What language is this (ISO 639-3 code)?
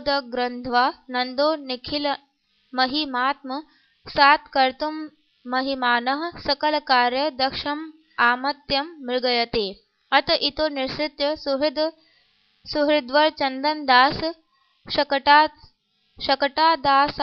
san